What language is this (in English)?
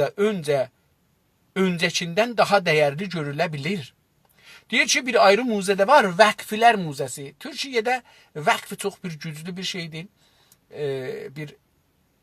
South Azerbaijani